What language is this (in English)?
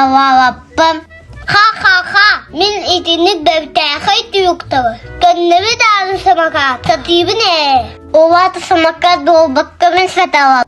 Yakut